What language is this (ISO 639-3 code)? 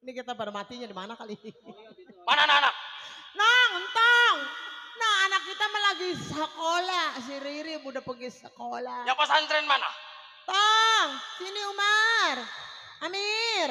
bew